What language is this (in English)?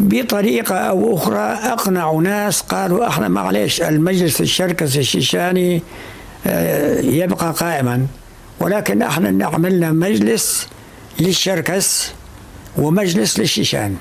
North Levantine Arabic